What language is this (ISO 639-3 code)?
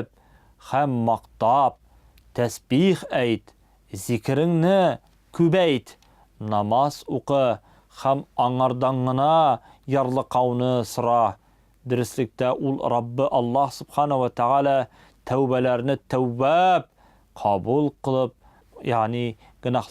tat